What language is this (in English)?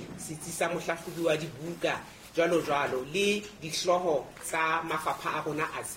Southern Sotho